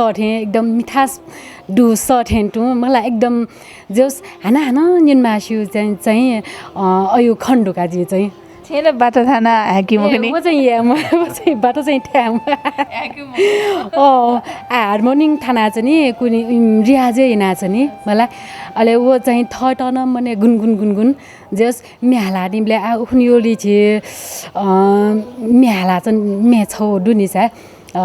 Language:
Newari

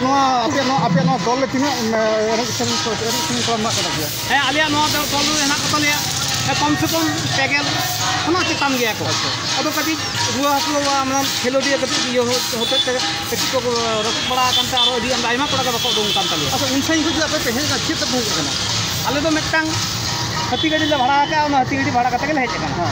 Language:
Santali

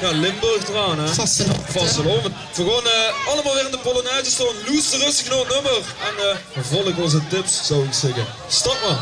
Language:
Limburgish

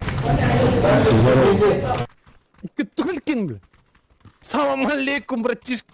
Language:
Yakut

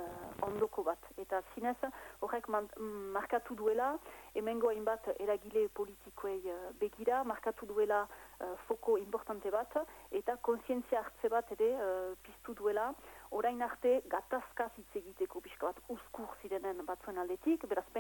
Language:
Basque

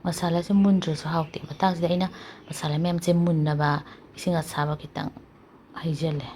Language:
Manipuri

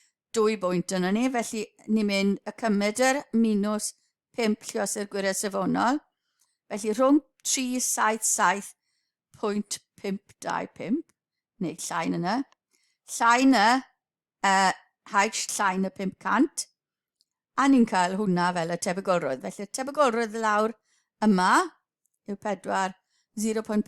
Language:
Welsh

